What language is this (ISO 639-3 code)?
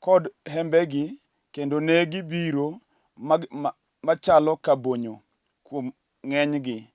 luo